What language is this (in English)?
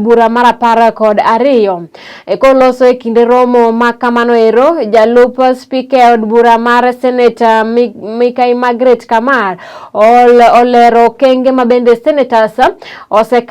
Luo (Kenya and Tanzania)